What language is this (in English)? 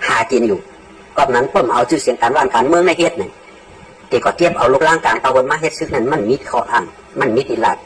Shan